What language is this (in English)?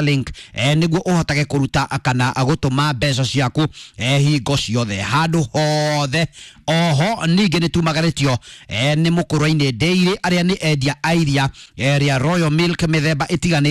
Kikuyu